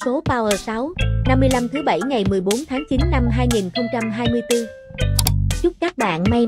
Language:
Vietnamese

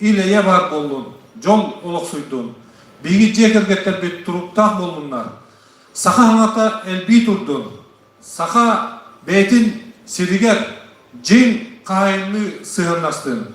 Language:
Yakut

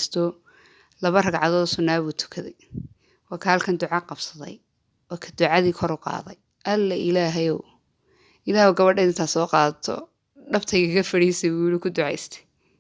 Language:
Somali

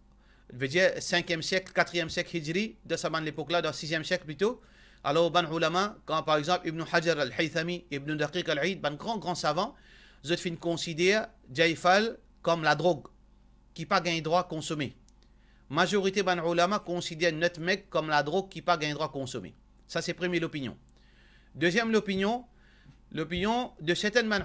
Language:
Morisyen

